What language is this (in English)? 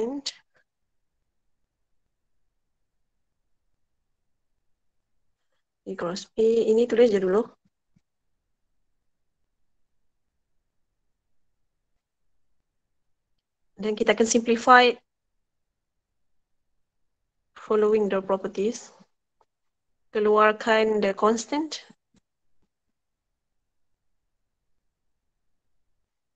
Malay